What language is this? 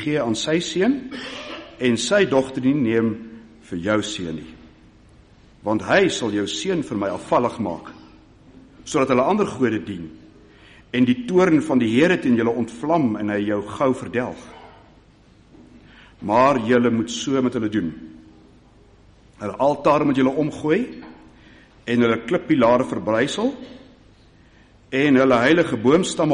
Afrikaans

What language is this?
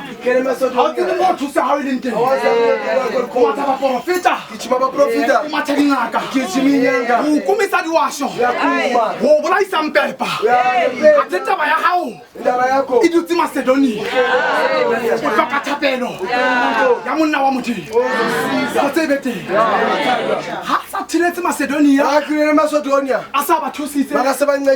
Southern Sotho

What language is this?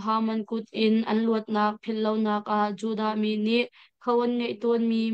Hakha Chin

